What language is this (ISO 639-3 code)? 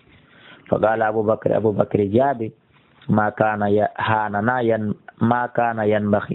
ful